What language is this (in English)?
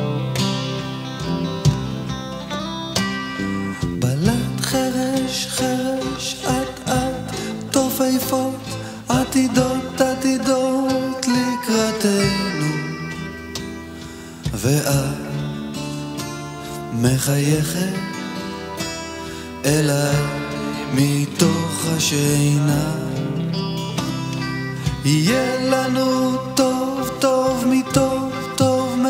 Hebrew